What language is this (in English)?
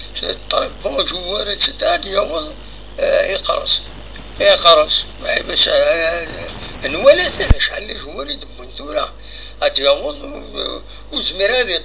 Kabyle